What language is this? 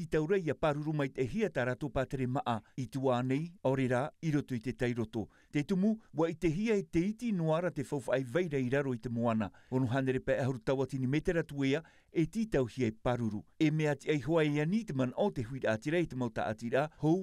Tahitian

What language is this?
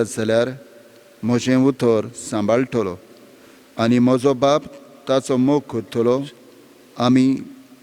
Konkani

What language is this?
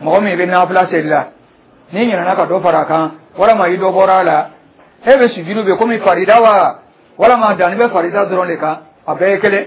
Dyula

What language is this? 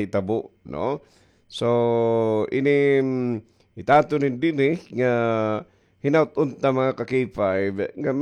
Waray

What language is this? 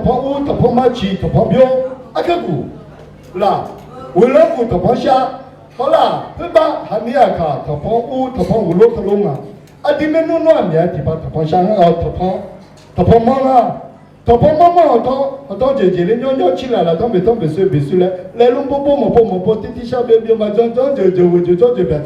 Akha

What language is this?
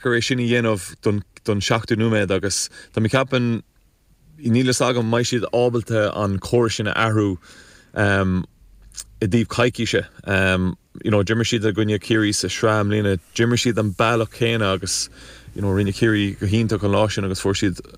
Irish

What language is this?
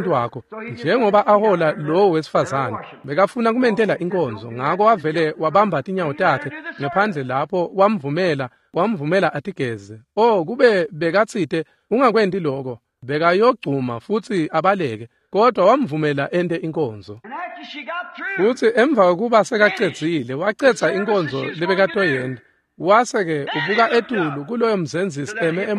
Swati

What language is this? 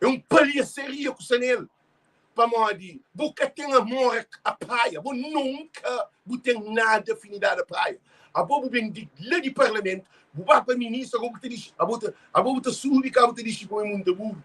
Kabuverdianu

